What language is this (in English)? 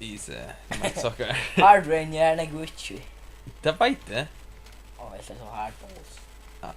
Faroese